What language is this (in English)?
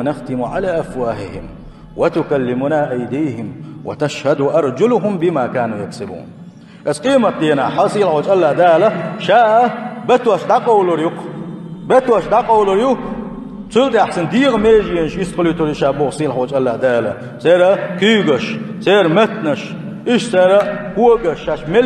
Chechen